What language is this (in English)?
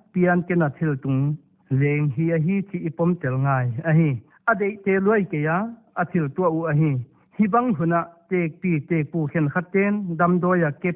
Paite Chin